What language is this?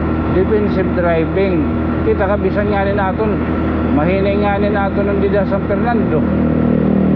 Waray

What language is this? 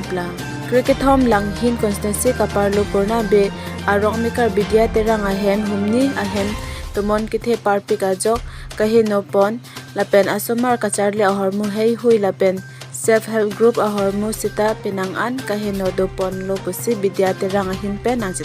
Karbi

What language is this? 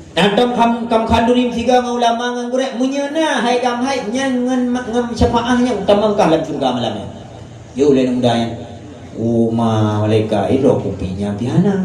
Achinese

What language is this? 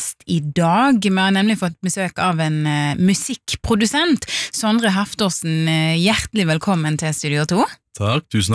Norwegian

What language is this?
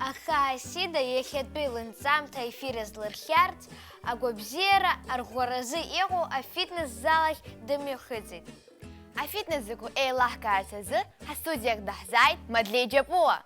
Abkhazian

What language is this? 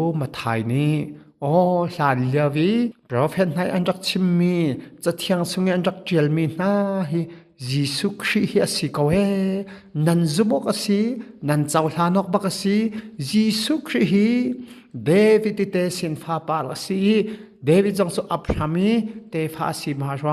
Hakha Chin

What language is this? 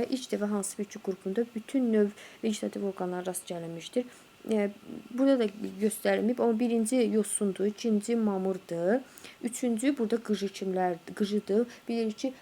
Azerbaijani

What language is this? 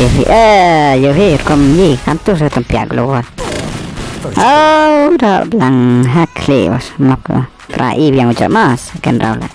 Khasi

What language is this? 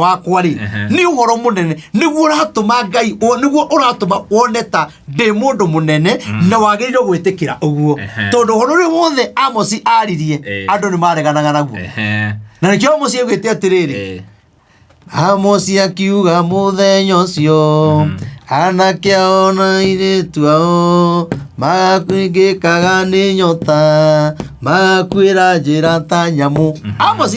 Kikuyu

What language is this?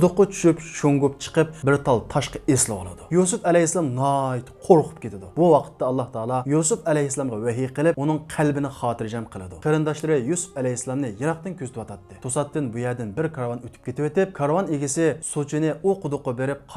Uyghur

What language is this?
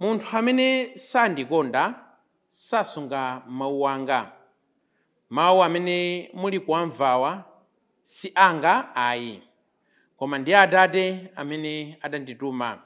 Nyanja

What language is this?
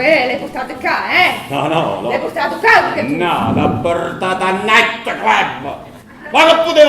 Neapolitan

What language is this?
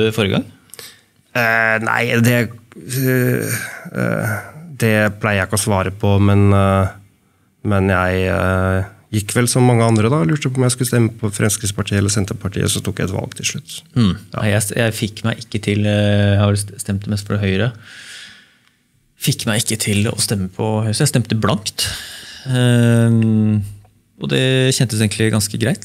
Norwegian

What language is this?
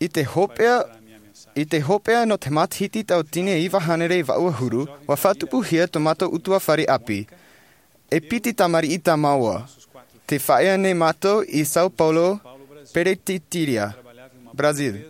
Tahitian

